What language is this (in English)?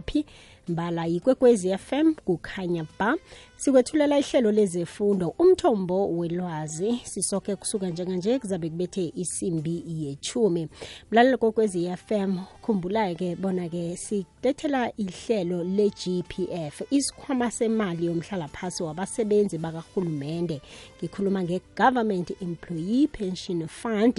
South Ndebele